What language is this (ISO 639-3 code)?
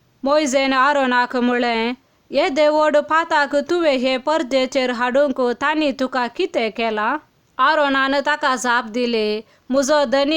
kok